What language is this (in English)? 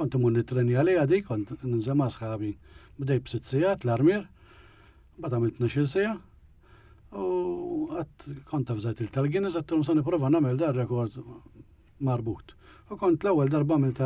Maltese